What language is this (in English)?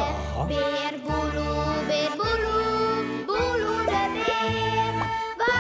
Western Frisian